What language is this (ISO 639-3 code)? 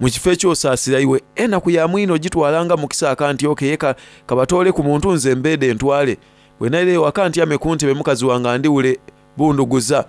xog